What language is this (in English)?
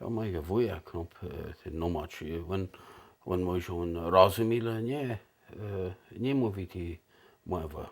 Kashubian